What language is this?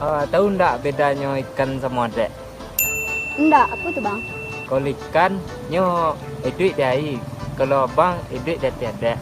Minangkabau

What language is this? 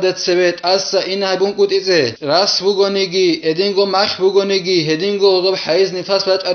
Avaric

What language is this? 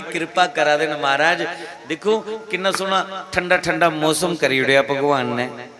Dogri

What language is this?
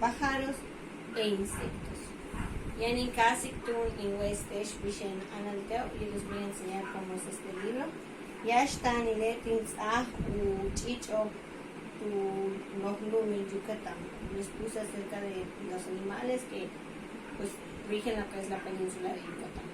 Yucateco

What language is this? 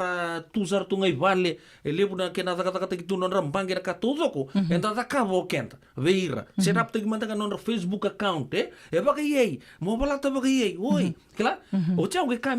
Fijian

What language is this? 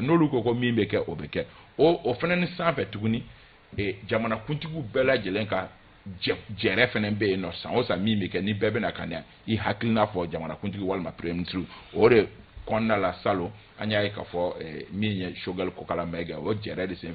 Bambara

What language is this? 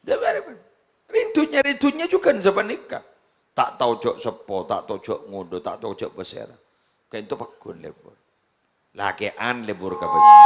Madurese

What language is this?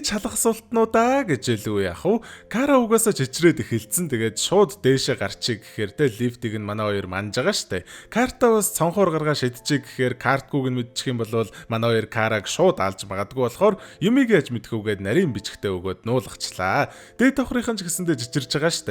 Mongolian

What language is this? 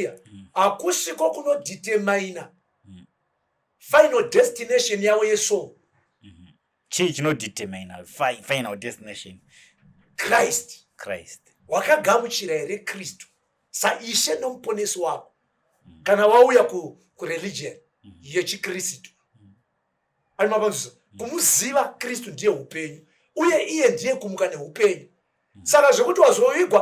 Shona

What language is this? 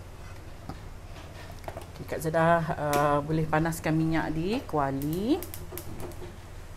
Malay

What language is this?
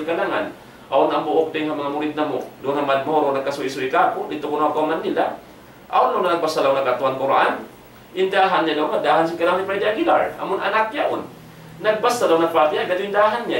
Tausug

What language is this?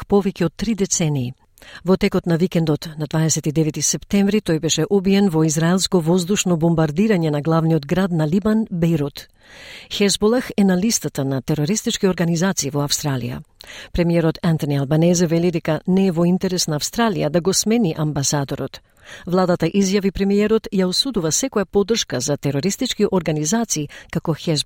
Macedonian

